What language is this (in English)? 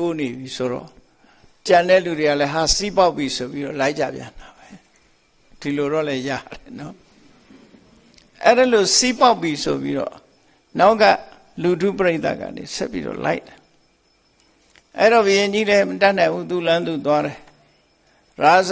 Burmese